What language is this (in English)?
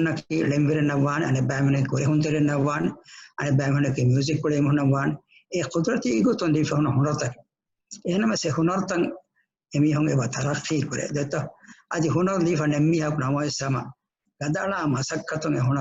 Divehi